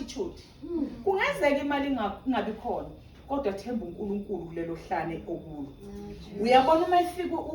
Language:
Zulu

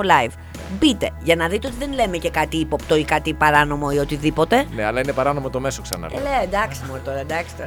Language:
Greek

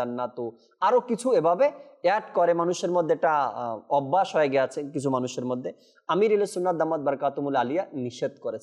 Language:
Bangla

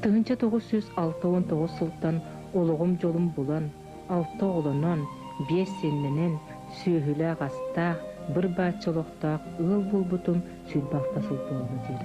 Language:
Yakut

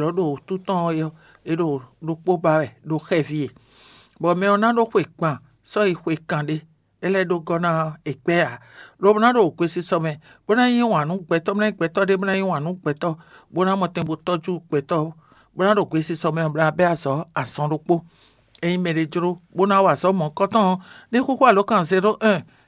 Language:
Fon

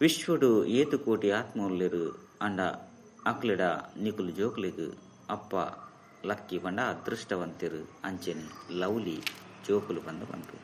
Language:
Tulu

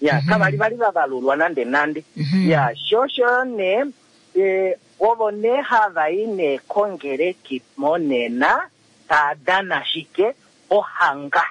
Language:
Kuanyama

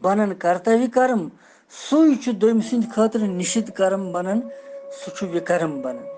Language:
Kashmiri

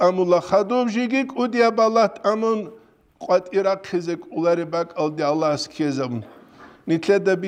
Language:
Avaric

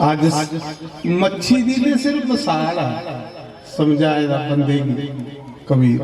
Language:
Dogri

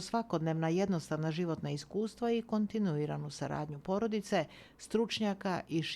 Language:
Bosnian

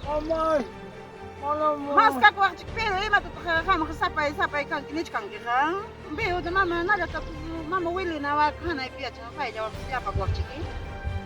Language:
Ayacucho Quechua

